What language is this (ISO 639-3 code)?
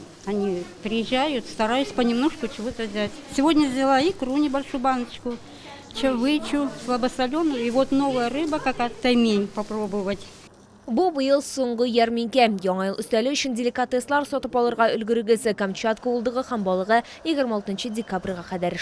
tat